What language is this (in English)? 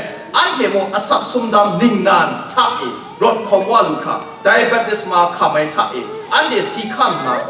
Kachin